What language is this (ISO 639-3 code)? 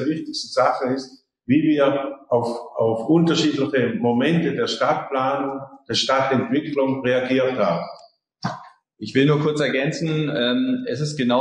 deu